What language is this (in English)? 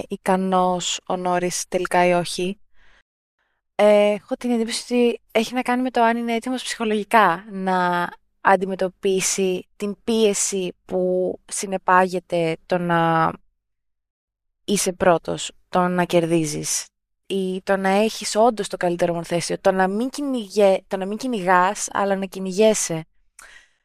Greek